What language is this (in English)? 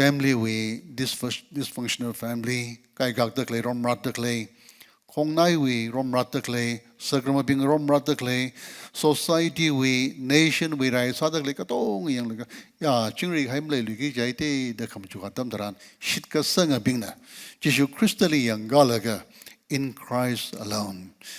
Tangkhul Naga (India)